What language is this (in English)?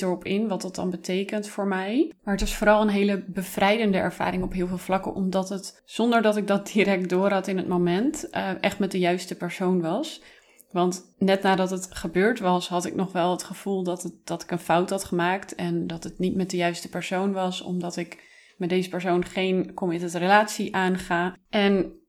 Dutch